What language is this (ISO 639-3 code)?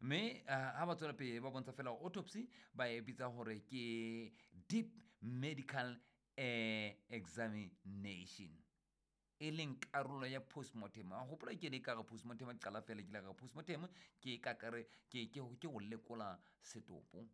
sot